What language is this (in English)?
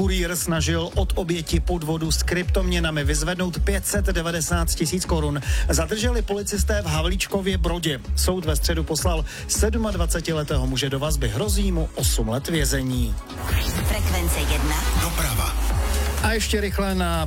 Czech